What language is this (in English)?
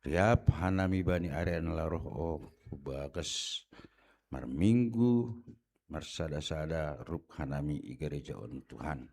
Batak Simalungun